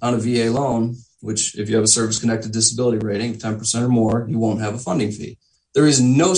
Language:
English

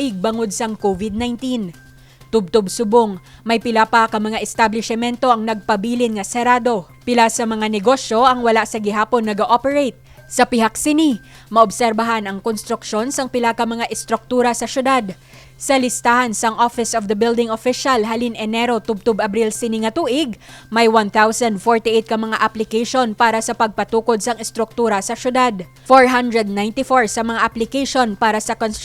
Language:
Hiligaynon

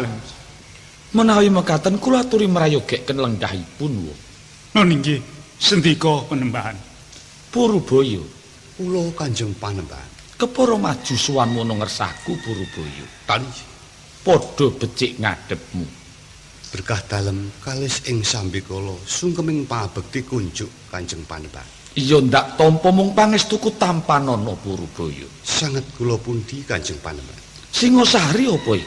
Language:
Javanese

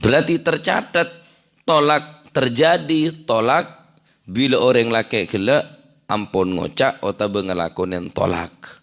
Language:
Madurese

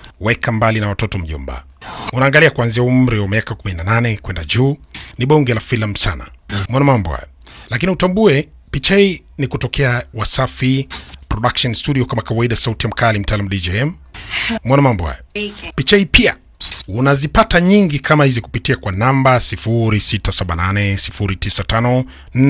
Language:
Swahili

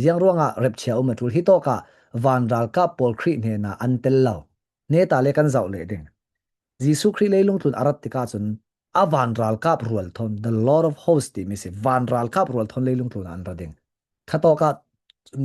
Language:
Falam Chin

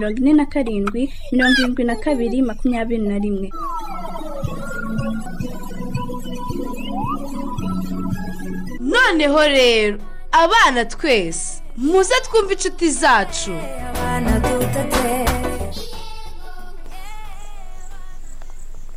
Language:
Kinyarwanda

